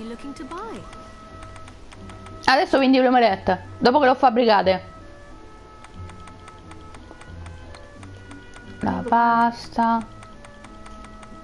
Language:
Italian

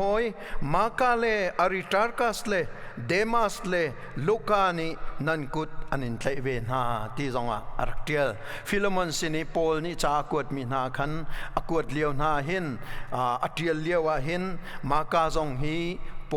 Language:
Hakha Chin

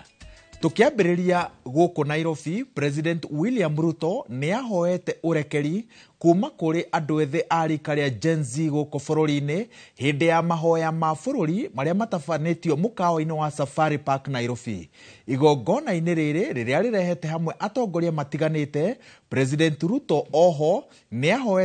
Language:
Kikuyu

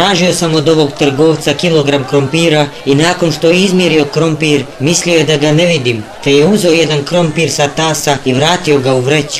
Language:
Bosnian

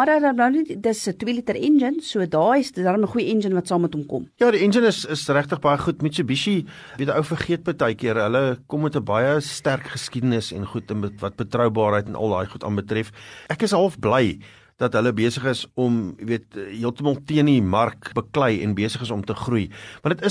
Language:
Afrikaans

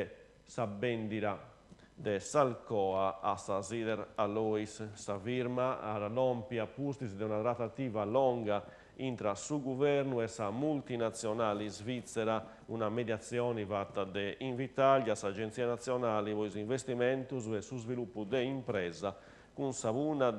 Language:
Sardinian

